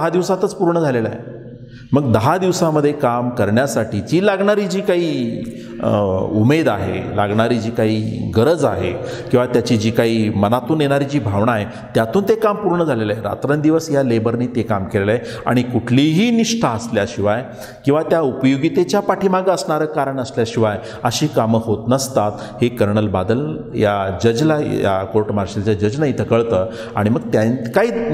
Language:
Marathi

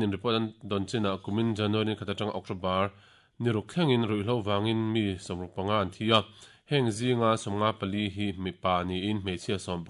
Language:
Mizo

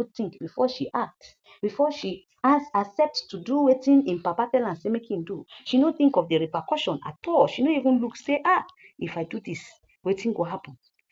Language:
Nigerian Pidgin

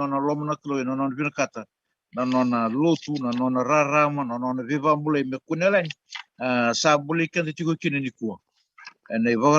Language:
Fijian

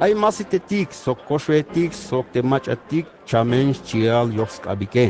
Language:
Tzeltal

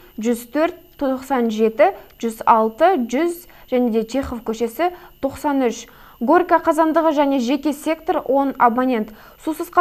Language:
Kazakh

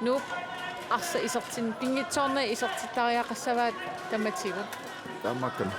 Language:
Kalaallisut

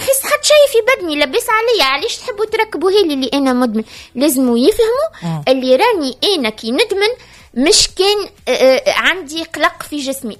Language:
Tunisian Arabic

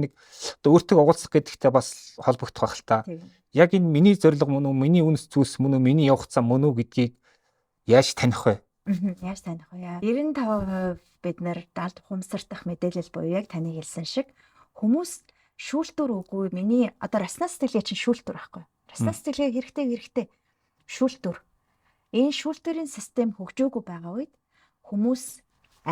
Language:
Mongolian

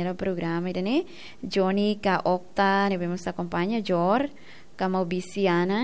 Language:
Tetum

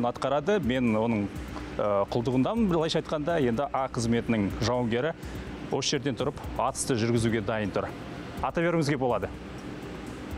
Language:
Kazakh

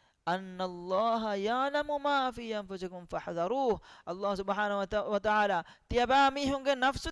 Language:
Divehi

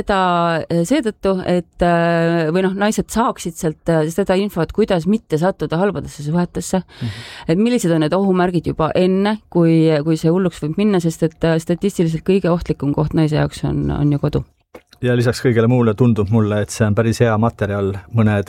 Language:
Estonian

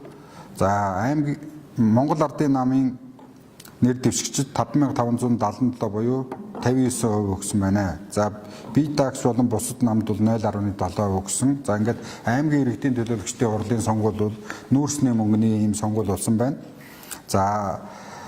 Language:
Mongolian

